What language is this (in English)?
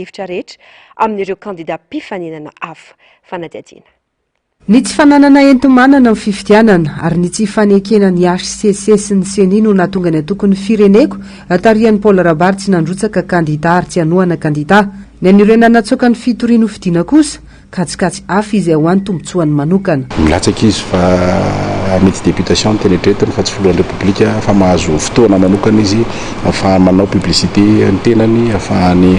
Malagasy